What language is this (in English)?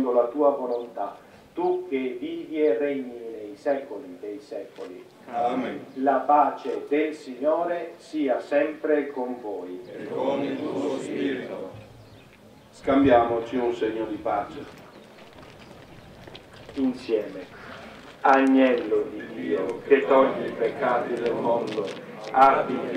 Italian